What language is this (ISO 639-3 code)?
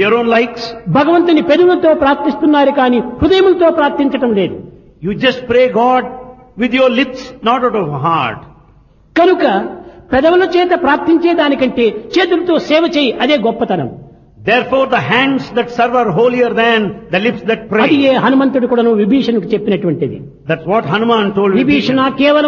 tel